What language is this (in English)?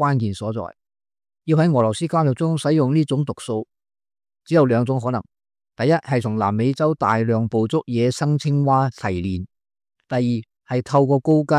Cantonese